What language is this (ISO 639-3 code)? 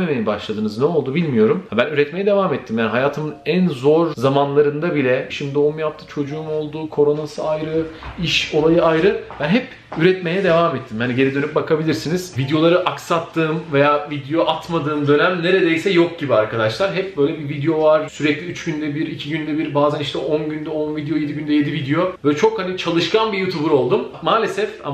tur